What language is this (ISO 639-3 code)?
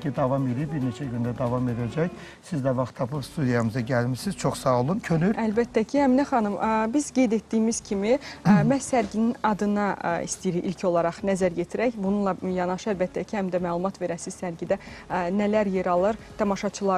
aze